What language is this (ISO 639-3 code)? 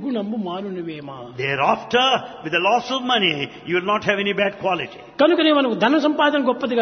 tel